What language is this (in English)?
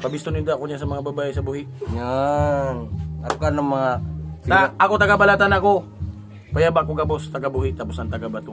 Bikol